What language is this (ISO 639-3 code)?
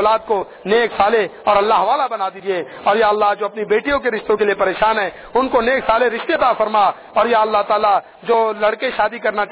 urd